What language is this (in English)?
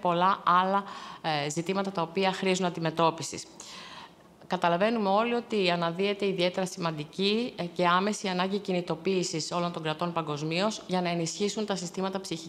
Greek